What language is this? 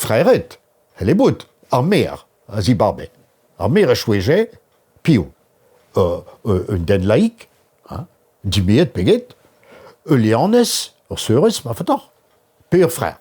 Breton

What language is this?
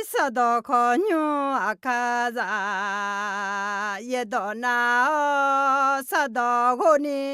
Akha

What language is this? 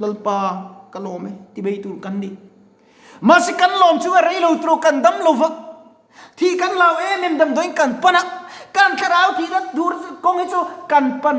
Mizo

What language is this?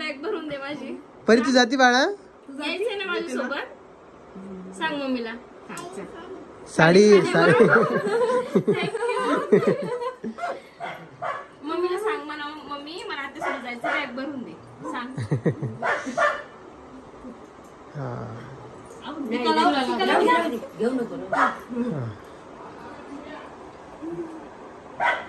Marathi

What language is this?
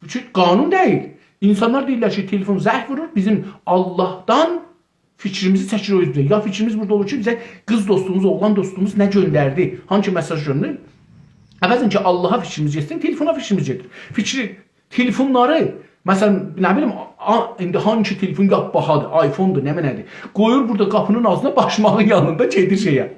South Azerbaijani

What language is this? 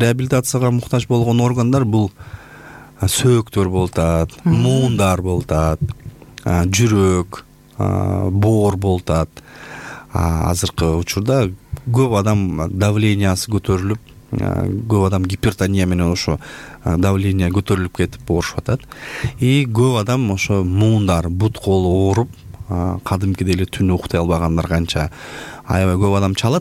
Kyrgyz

